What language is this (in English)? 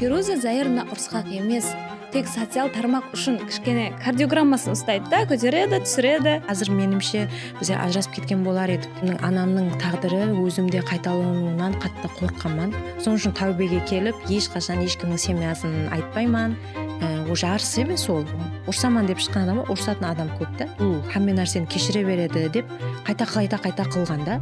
Kara-Kalpak